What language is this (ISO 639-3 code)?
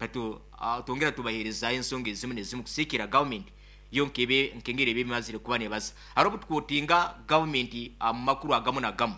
nyo